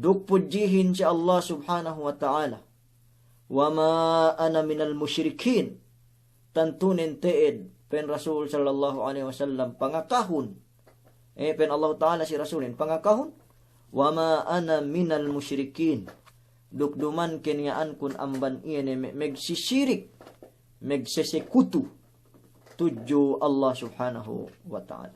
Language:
Yakan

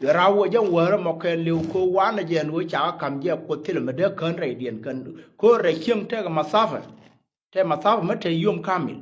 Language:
Nuer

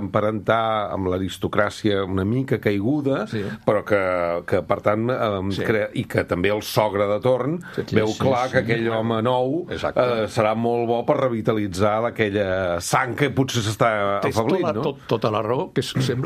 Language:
Catalan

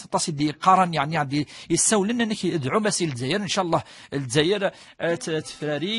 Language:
Kabyle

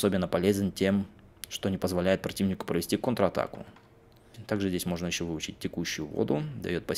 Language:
Russian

